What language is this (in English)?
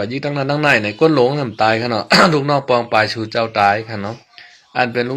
Shan